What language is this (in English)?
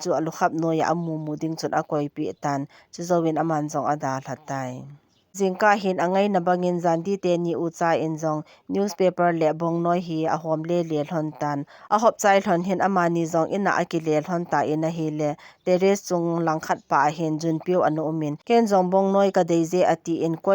Thado Chin